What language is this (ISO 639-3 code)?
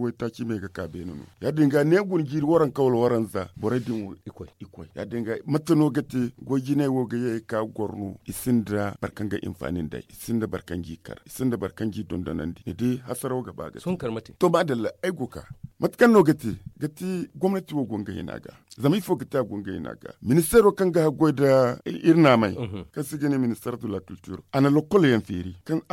dje